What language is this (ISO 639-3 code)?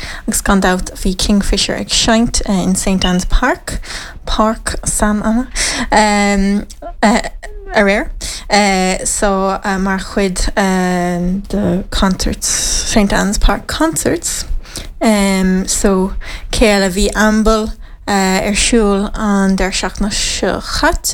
gle